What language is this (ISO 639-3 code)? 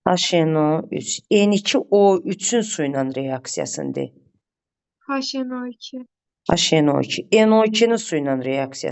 aze